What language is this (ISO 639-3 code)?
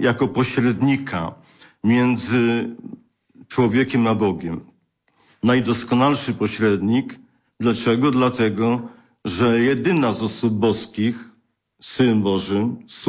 pol